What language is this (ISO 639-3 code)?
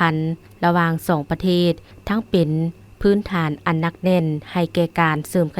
lao